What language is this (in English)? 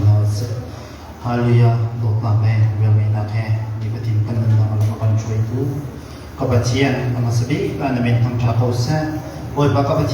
Hakha Chin